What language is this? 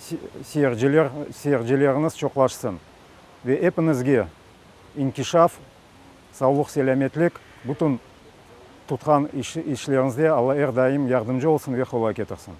Crimean Tatar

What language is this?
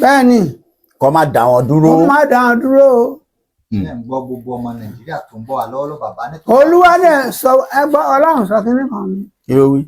Yoruba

